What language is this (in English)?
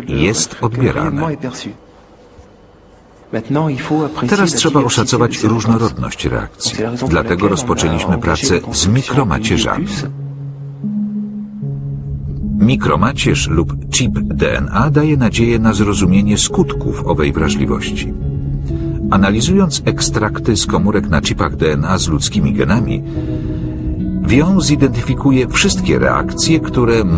Polish